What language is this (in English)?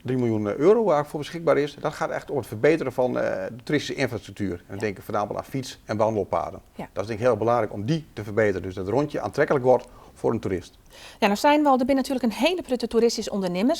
Western Frisian